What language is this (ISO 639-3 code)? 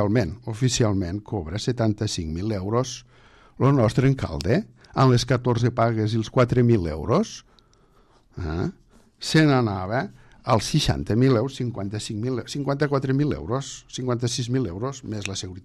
cat